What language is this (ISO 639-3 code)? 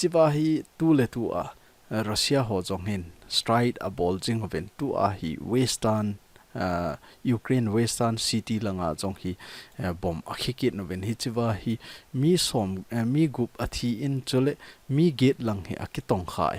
tcz